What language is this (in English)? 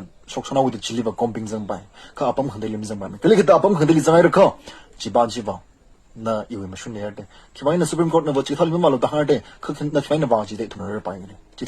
Tangkhul Naga (India)